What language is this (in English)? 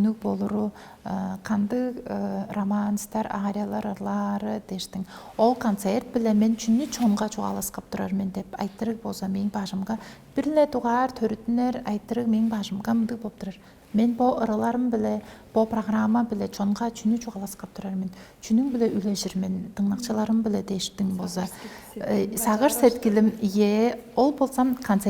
Tuvinian